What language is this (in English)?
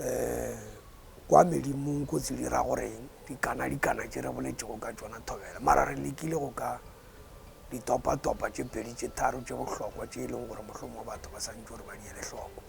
Northern Sotho